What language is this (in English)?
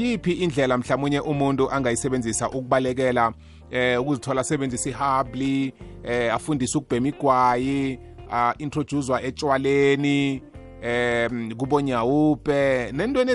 South Ndebele